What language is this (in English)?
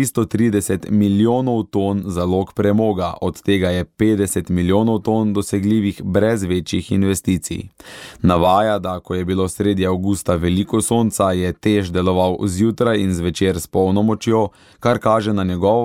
Slovenian